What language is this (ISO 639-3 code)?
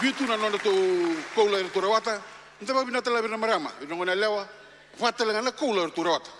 fij